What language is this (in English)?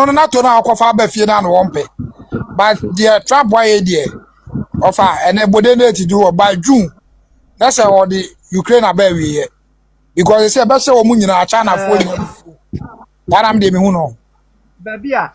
Akan